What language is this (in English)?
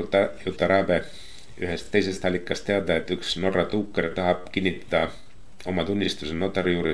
Estonian